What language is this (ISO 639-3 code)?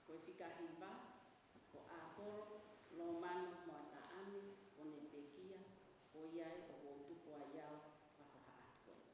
ton